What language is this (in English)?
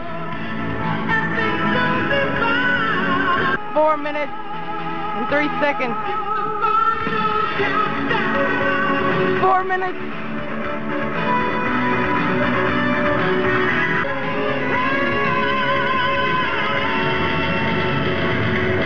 English